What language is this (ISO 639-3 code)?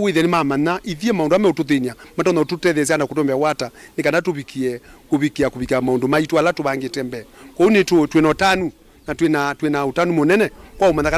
kam